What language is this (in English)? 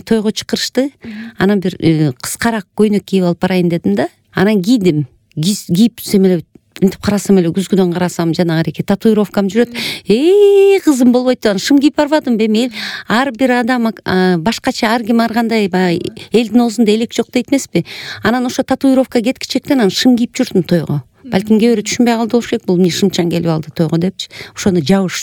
Kyrgyz